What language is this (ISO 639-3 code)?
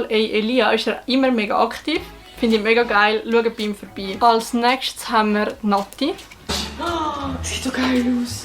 gsw